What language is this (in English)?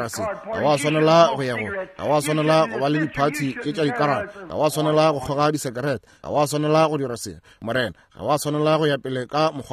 Northern Sotho